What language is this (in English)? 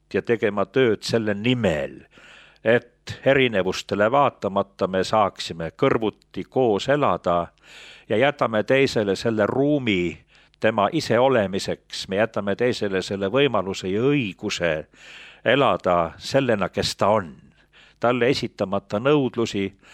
Estonian